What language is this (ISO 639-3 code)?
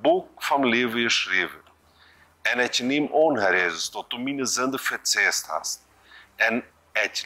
pdt